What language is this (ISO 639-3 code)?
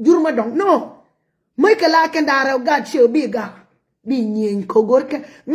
nus